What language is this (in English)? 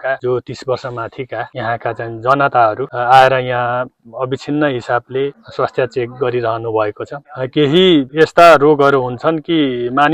Nepali